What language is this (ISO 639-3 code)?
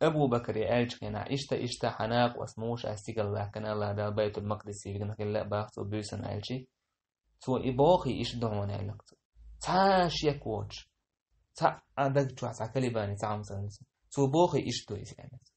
che